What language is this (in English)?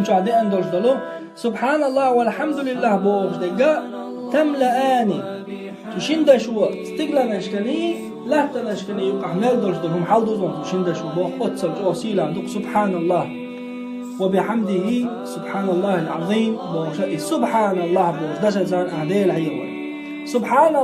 Chechen